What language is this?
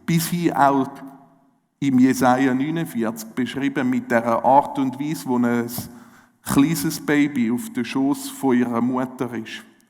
Swiss German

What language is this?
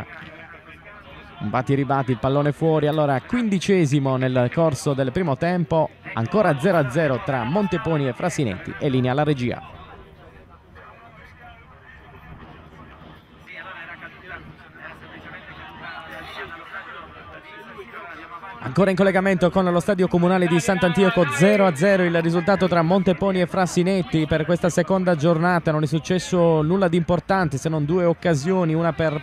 Italian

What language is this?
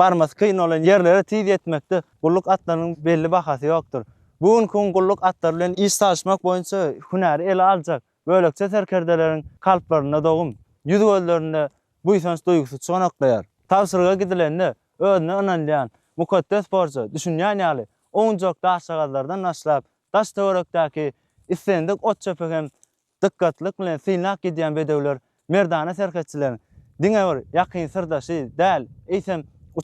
Turkmen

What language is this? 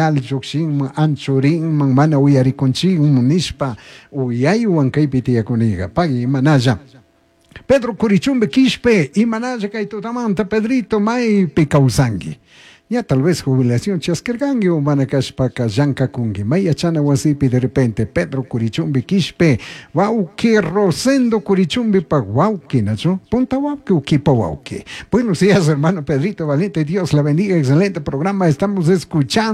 Chimborazo Highland Quichua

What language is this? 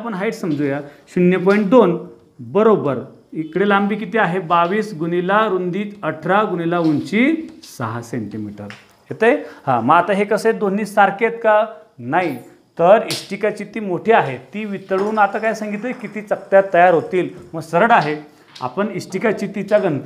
Marathi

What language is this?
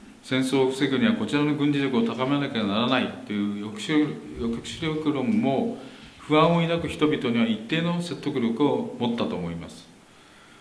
Japanese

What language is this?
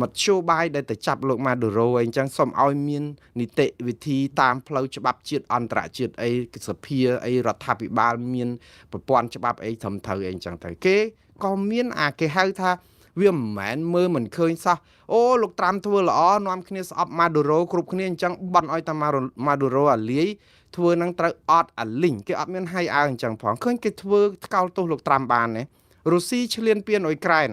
Khmer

